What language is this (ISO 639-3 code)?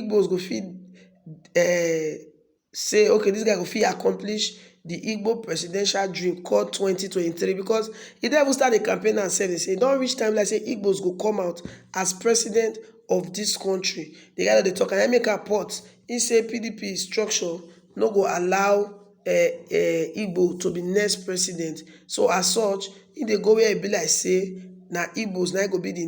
pcm